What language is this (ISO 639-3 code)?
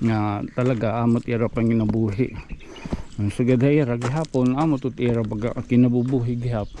war